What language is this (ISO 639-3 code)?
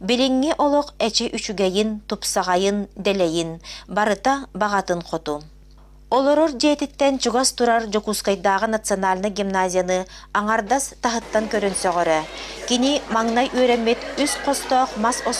sah